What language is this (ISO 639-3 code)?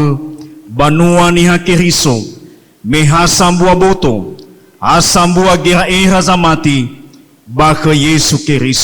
nia